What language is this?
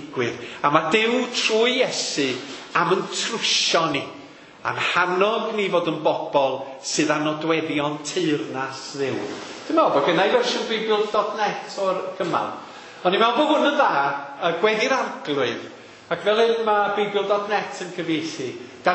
Welsh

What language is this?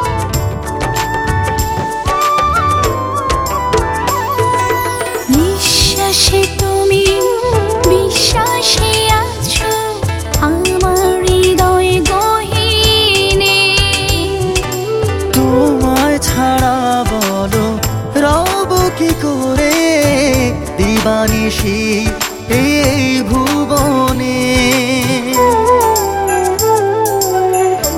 Bangla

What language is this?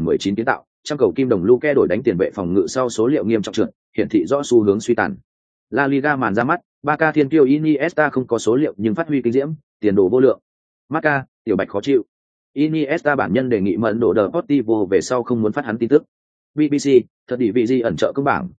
Vietnamese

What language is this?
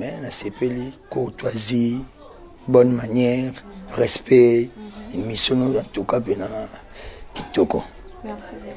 Lingala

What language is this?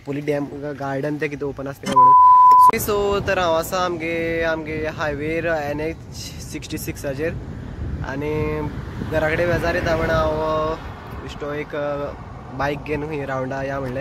Konkani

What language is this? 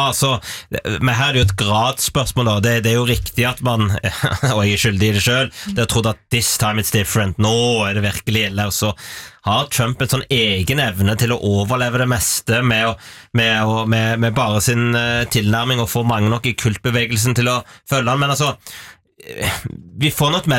Norwegian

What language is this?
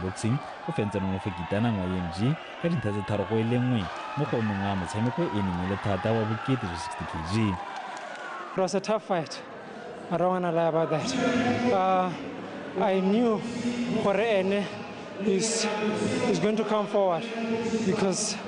Tswana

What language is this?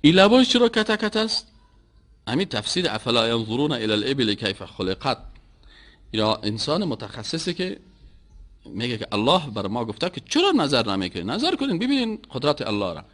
Persian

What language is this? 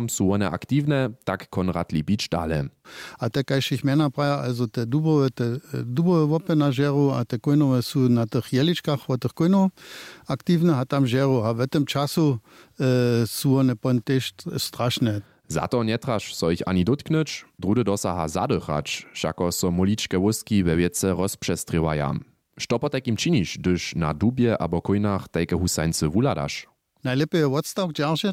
Upper Sorbian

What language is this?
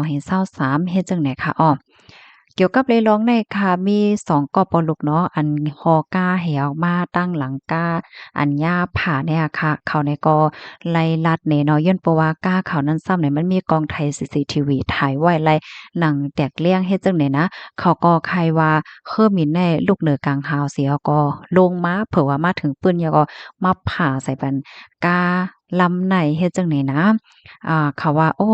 Shan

